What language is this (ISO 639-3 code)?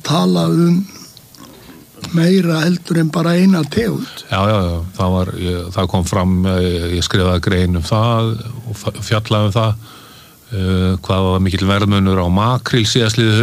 isl